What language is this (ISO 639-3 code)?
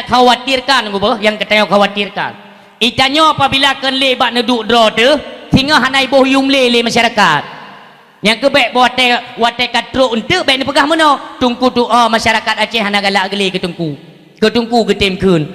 ace